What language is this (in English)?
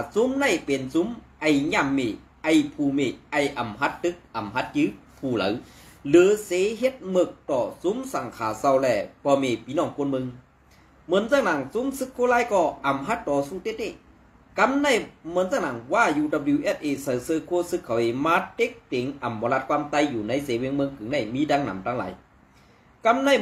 Shan